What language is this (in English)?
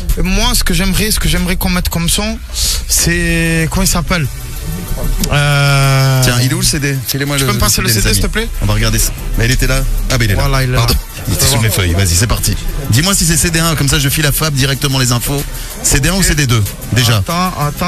French